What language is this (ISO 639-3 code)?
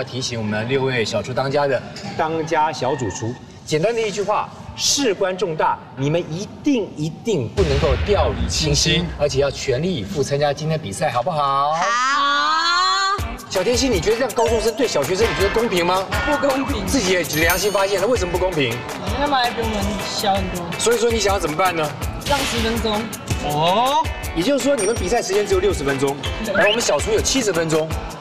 zho